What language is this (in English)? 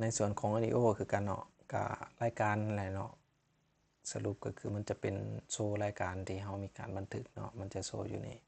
Lao